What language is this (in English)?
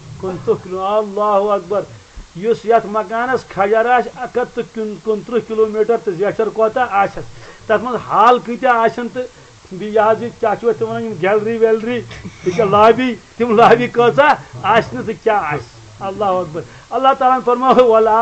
Kashmiri